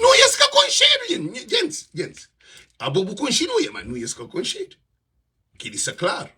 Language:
Kabuverdianu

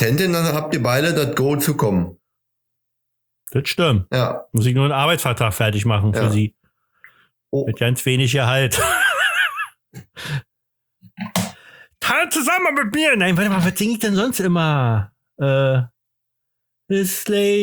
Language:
German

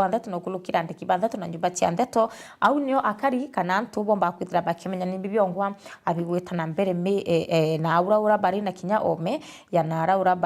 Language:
Meru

